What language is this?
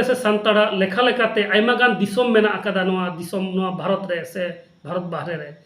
Santali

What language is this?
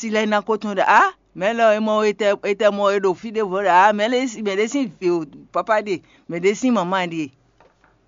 Fon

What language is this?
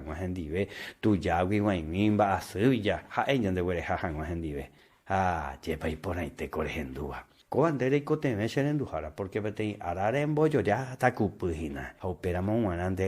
Guarani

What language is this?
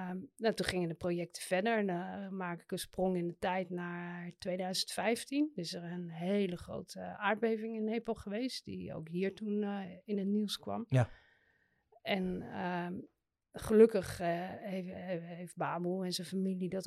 Dutch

